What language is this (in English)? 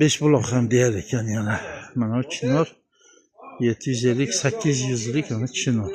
Uzbek